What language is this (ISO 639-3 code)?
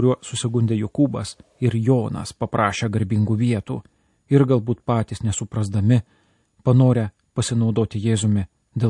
lit